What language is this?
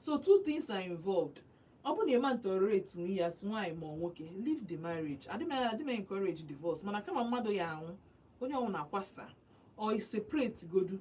Igbo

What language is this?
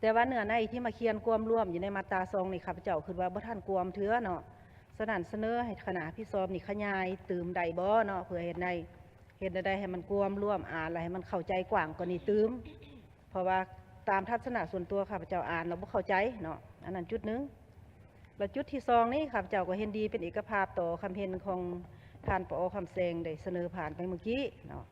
Lao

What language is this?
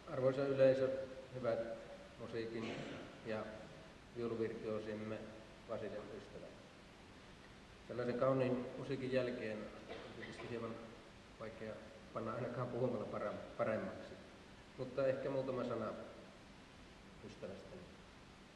Finnish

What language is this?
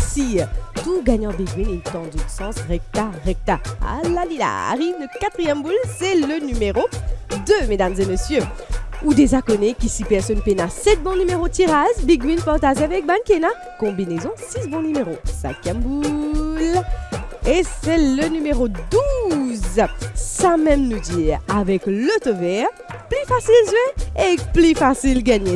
Morisyen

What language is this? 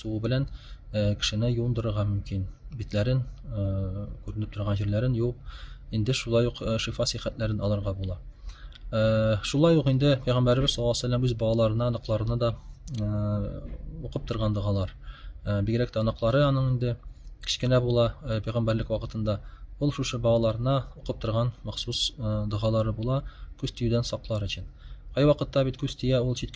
Tatar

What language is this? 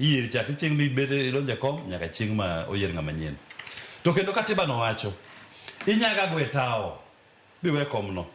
Luo (Kenya and Tanzania)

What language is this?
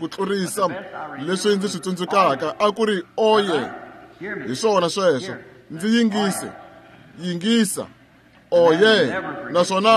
Tsonga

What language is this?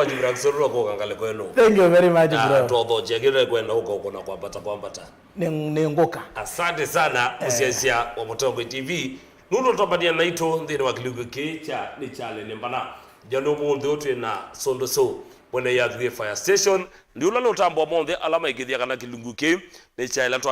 Kamba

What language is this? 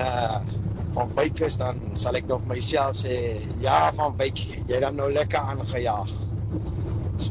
Afrikaans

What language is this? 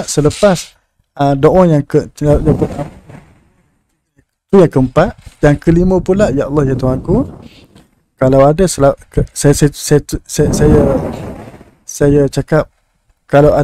Malay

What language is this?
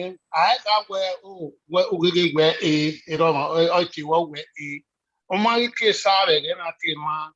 Bini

